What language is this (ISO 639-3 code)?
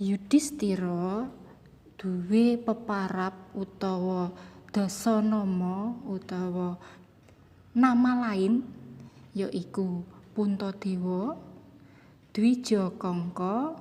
jav